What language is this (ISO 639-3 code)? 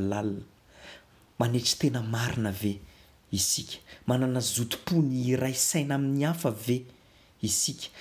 mlg